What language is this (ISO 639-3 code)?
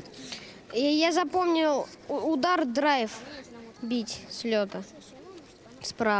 rus